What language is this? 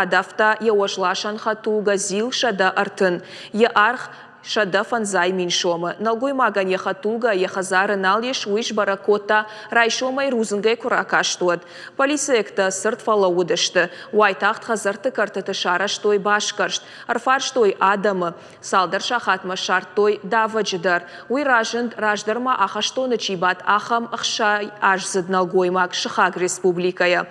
Ossetic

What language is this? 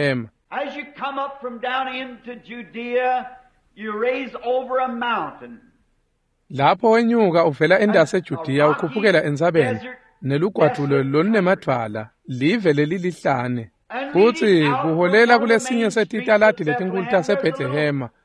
Swati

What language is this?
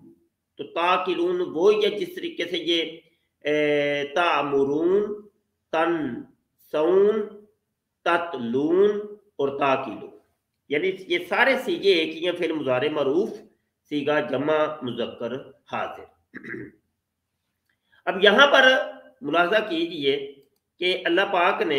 Urdu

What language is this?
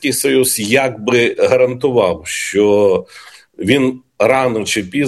Ukrainian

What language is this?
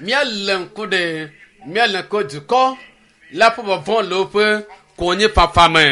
Ewe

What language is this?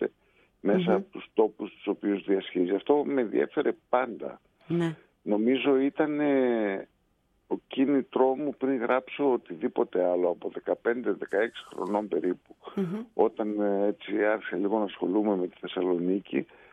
Greek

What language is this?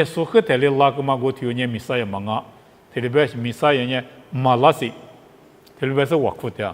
Lisu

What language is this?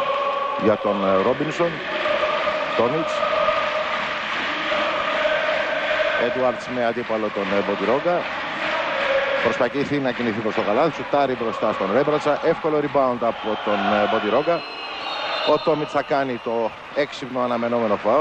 Greek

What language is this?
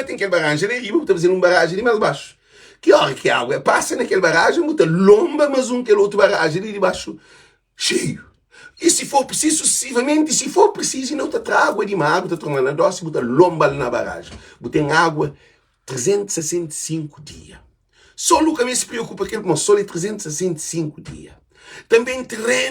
Kabuverdianu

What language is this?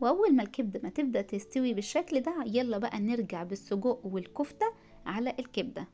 Egyptian Arabic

